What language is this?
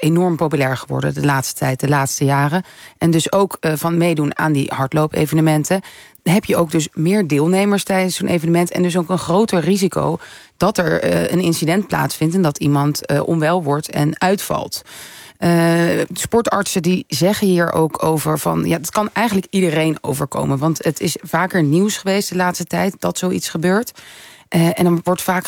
Dutch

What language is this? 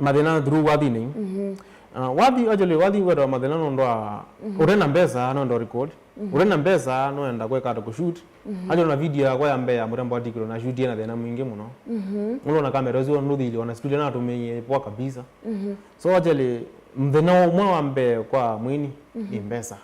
Kamba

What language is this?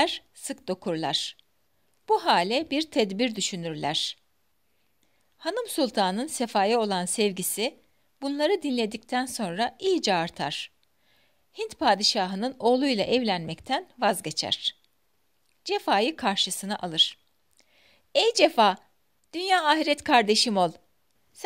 Turkish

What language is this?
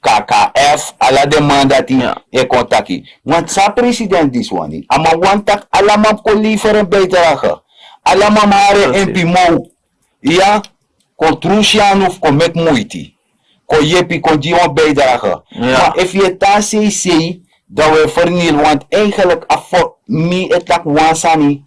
Sranan Tongo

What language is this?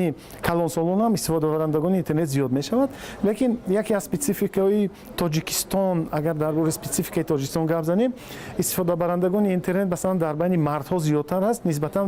Tajik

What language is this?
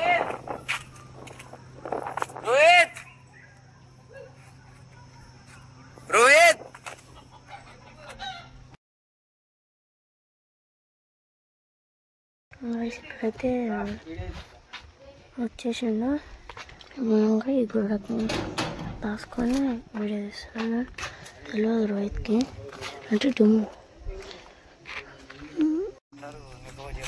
Telugu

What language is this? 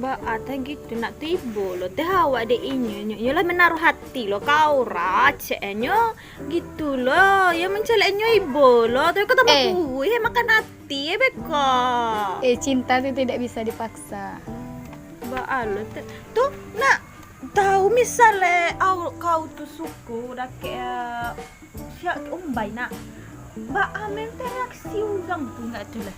Minangkabau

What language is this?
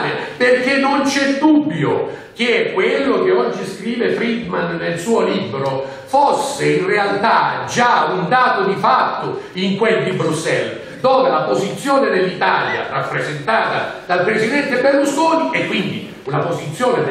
Italian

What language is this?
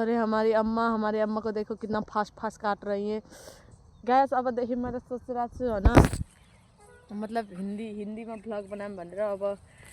Nepali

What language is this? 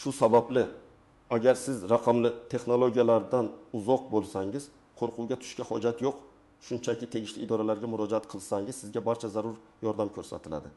Uzbek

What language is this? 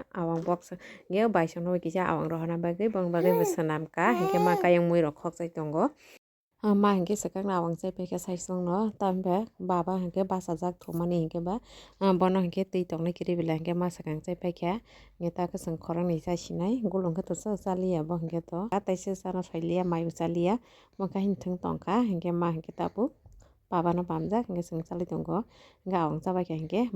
Kok Borok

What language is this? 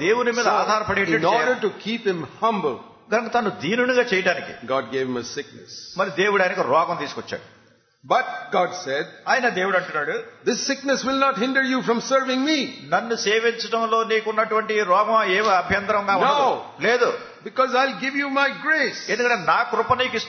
Telugu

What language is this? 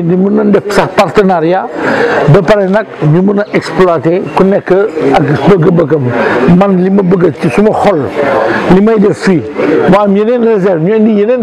Wolof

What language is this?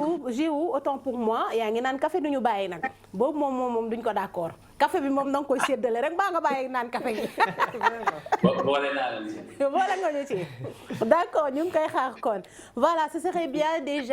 Wolof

